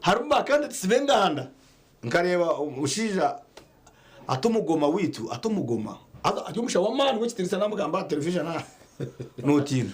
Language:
Nyankole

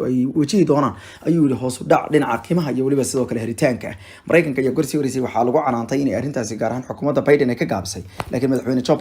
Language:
Somali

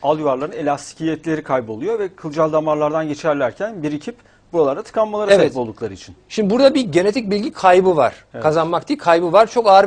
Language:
Turkish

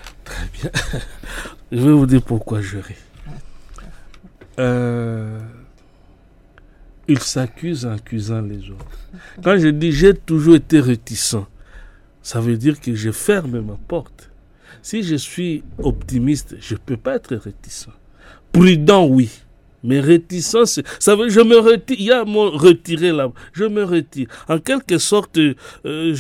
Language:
French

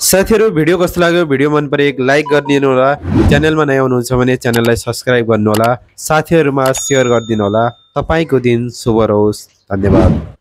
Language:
Nepali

